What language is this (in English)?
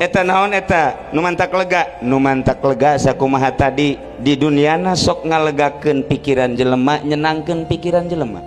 Sundanese